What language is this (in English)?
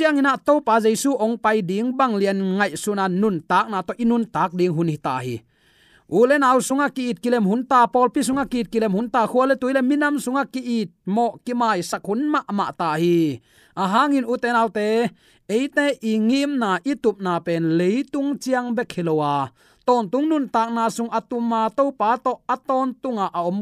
Tedim Chin